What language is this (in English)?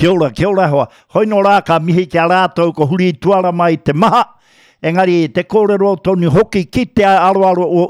Māori